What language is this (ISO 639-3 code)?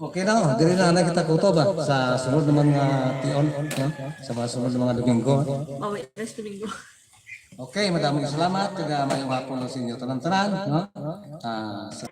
hil